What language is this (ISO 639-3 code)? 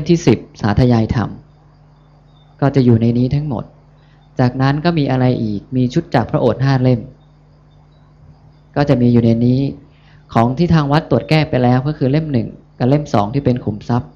tha